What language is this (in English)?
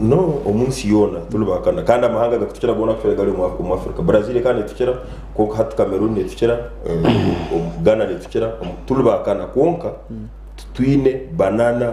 Nyankole